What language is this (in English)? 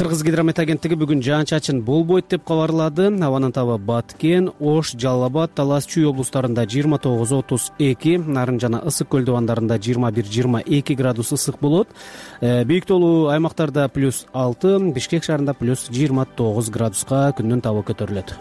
Kyrgyz